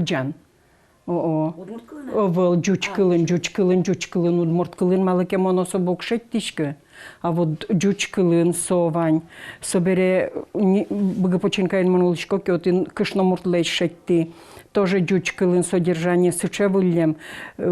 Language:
Udmurt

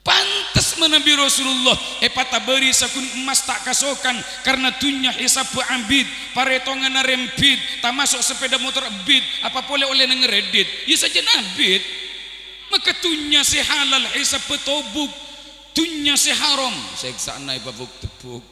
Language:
Madurese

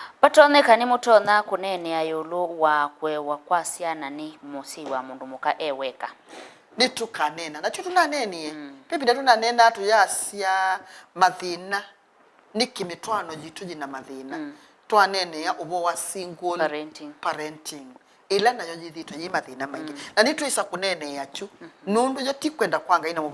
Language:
Kamba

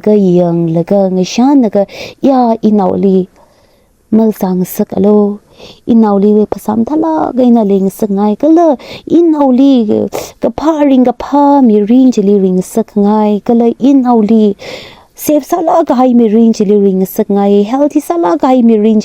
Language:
Tangkhul Naga (India)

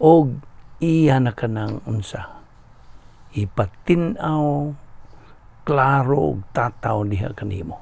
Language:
Cebuano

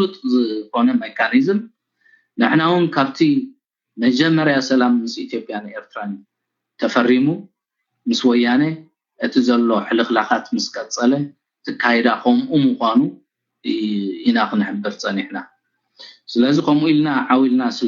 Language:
Tigrinya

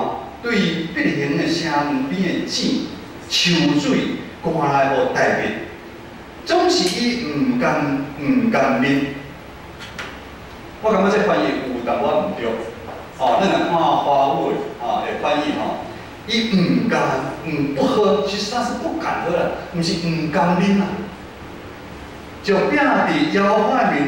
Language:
Min Nan Chinese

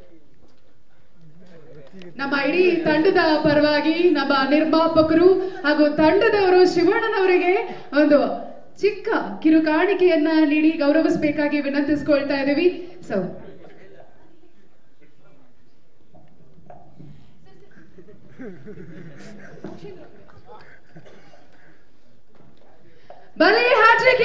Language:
Kannada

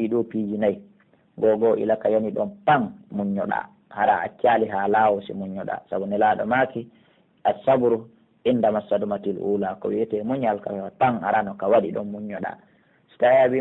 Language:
Pular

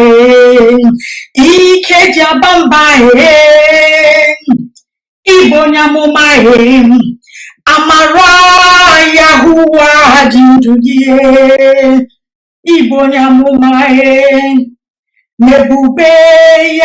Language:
Igbo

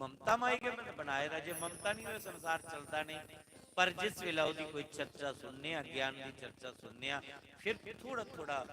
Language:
Dogri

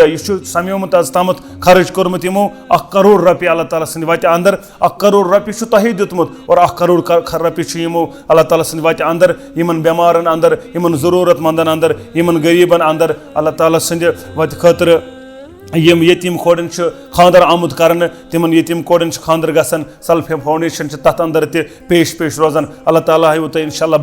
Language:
Kashmiri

